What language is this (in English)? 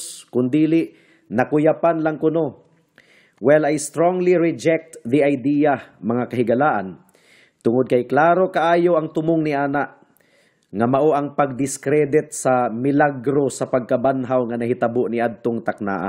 Cebuano